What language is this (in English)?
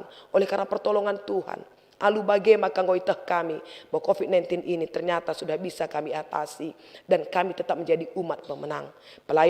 Batak Karo